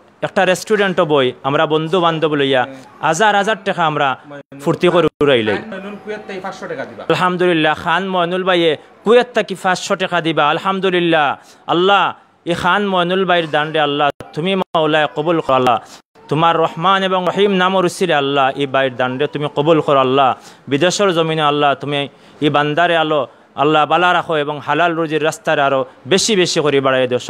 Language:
Sylheti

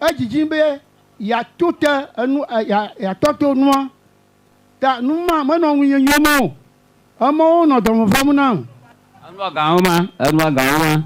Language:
Ewe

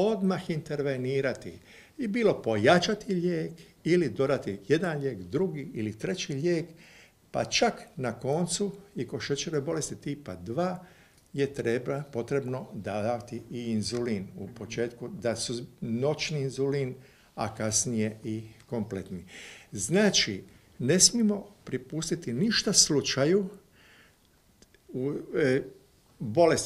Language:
Croatian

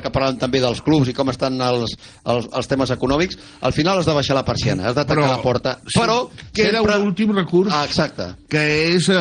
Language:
Catalan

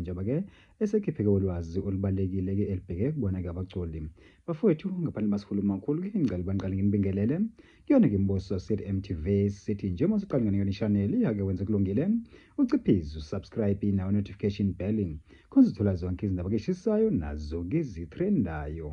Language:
Zulu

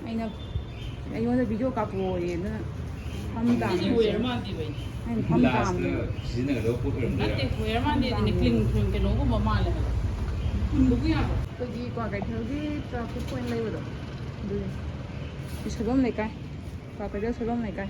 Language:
Manipuri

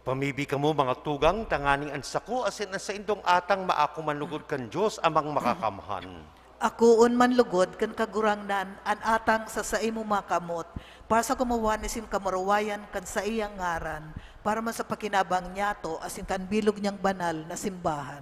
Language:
Bikol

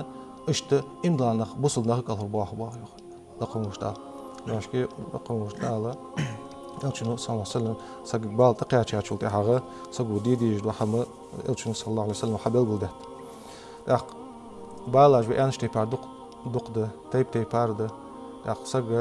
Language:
Ingush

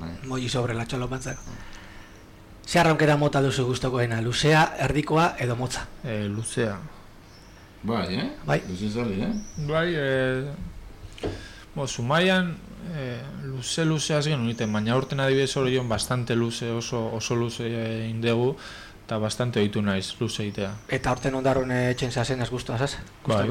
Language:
Basque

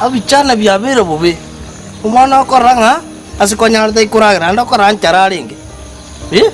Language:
Gusii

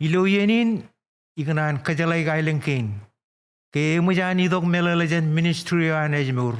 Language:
Marshallese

